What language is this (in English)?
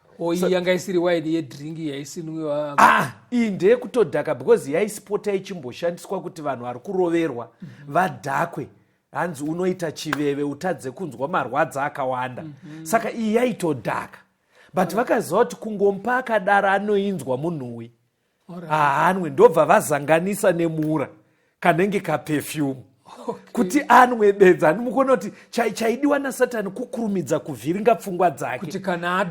Shona